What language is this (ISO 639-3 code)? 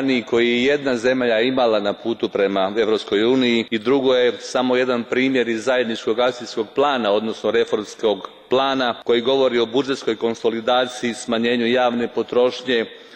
bos